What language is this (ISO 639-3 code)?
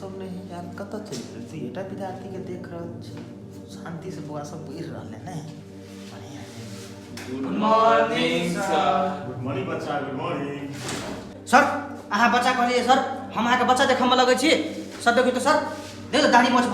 mai